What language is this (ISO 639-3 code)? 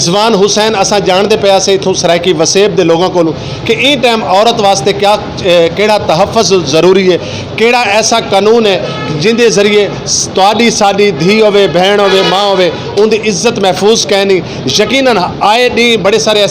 skr